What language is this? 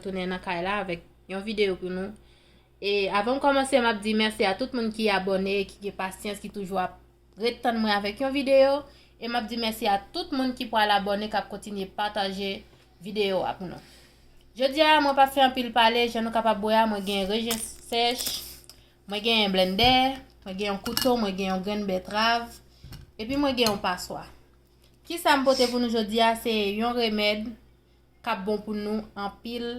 Haitian Creole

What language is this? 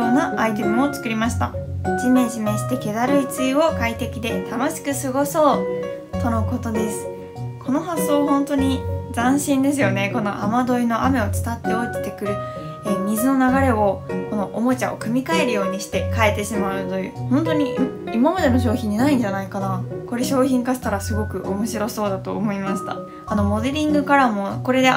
Japanese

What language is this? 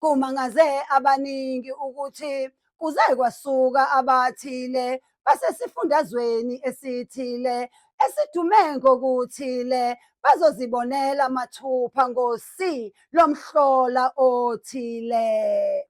Zulu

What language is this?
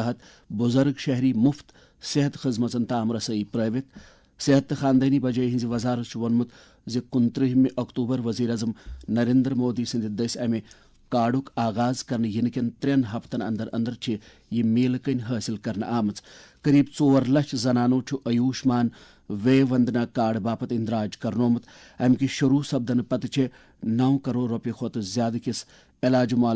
Kashmiri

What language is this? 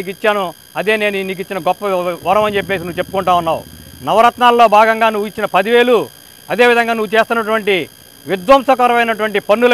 Telugu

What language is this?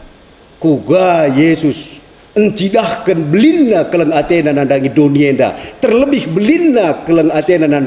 Batak Karo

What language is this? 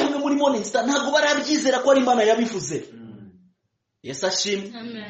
Kinyarwanda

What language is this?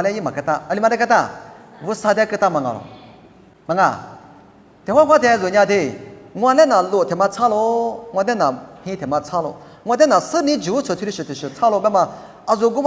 Lisu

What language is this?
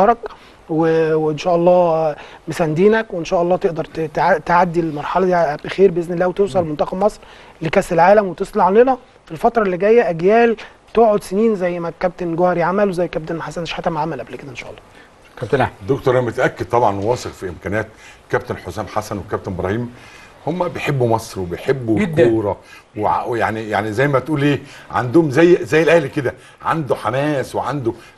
Egyptian Arabic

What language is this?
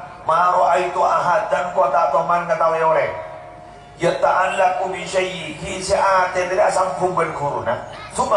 Madurese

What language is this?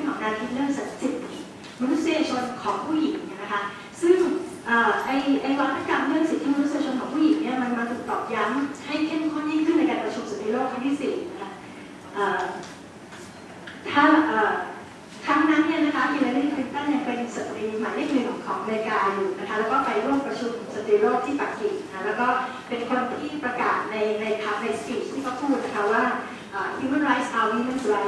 Thai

